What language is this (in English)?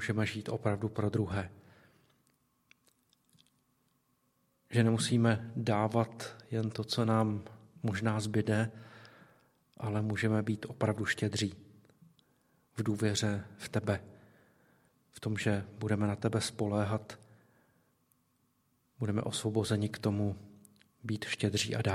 Czech